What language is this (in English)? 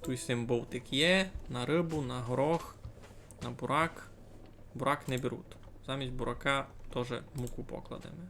Rusyn